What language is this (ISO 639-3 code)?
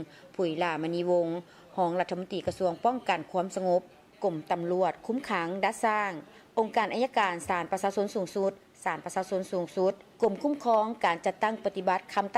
lao